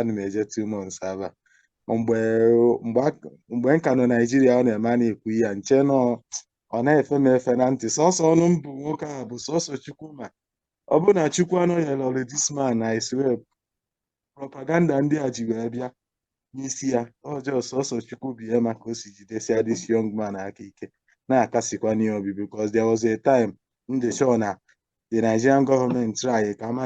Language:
Igbo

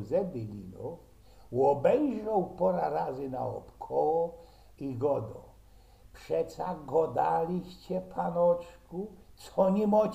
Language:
Silesian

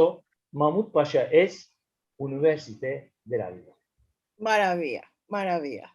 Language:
Ladino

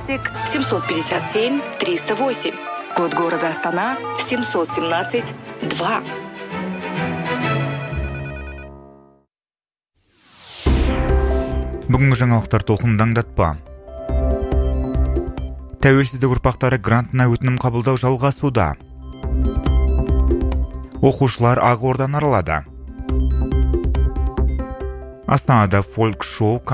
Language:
Kazakh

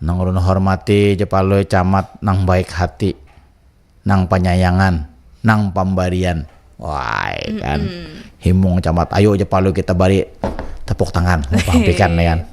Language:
Banjar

